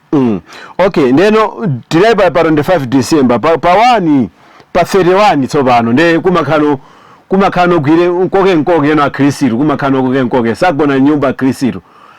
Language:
Nyanja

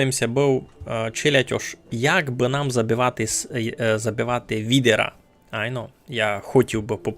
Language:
Rusyn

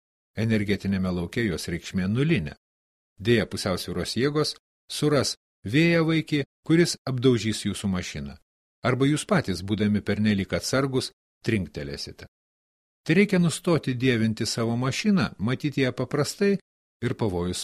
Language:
Lithuanian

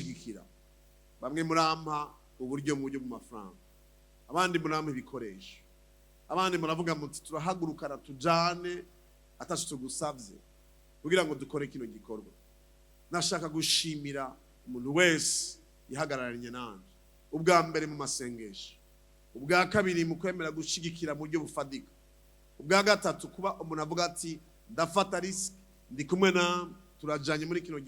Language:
Rundi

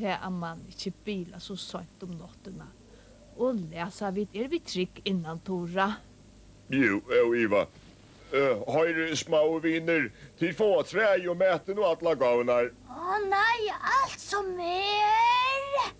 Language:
Faroese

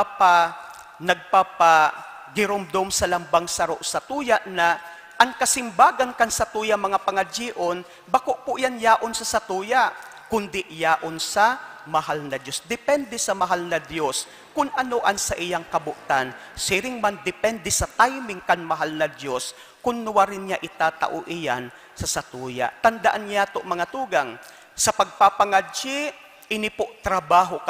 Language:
Bikol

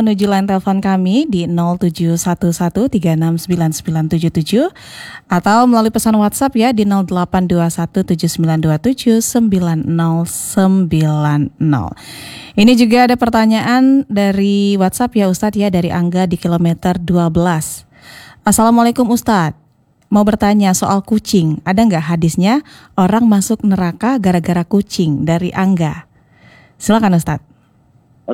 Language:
Indonesian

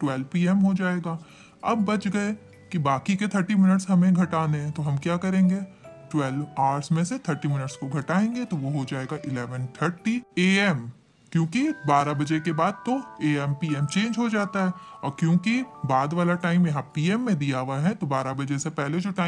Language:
Hindi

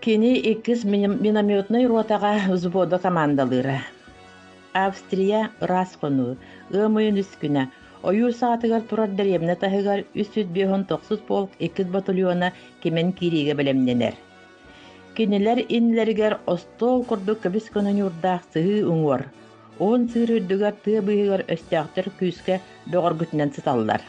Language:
Yakut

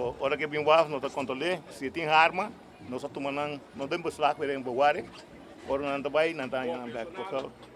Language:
Papiamento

